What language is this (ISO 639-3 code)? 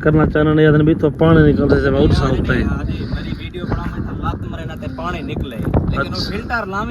skr